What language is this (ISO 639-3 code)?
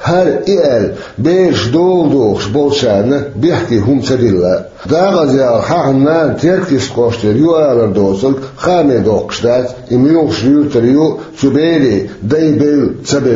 che